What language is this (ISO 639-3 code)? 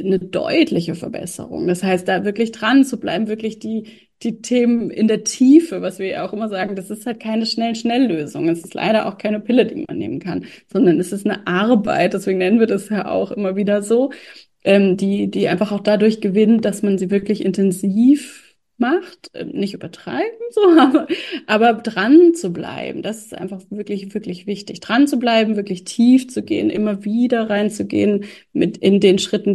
deu